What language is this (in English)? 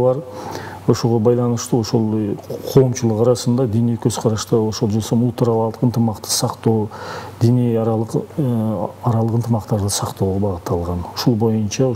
Kyrgyz